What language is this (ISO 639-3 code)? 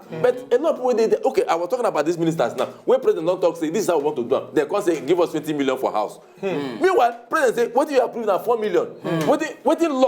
pcm